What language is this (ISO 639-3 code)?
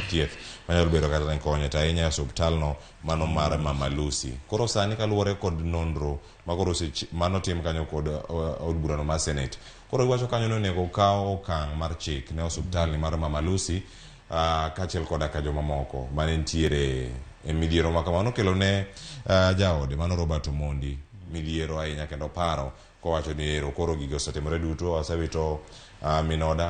luo